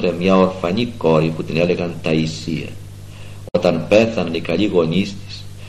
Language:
Greek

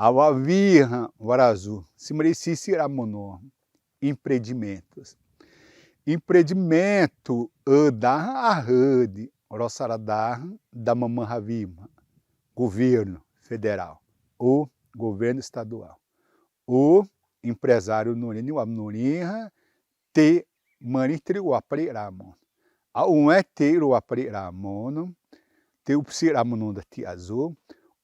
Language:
Xavánte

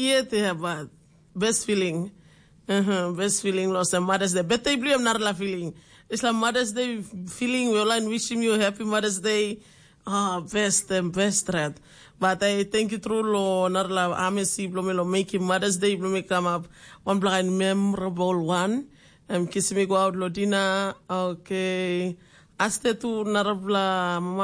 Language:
Tok Pisin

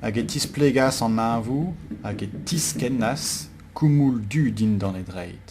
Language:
Breton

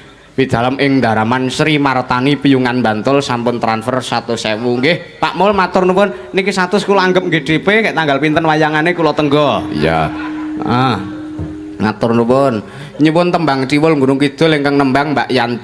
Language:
Javanese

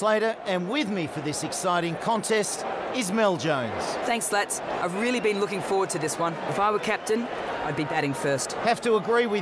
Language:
English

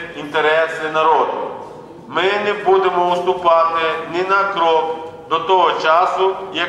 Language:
Ukrainian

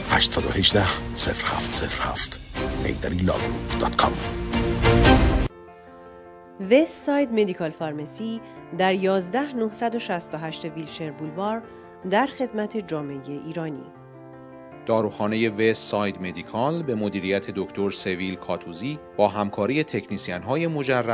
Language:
Persian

